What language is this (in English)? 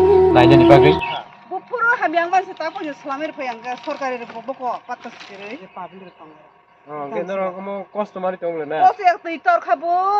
Kok Borok